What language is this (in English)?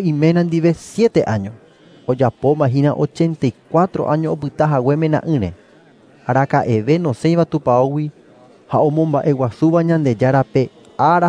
Guarani